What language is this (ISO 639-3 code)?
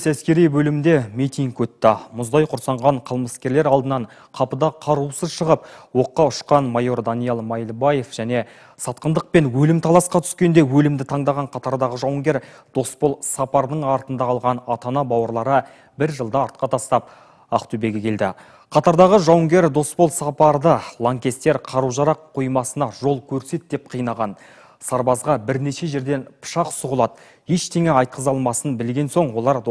kaz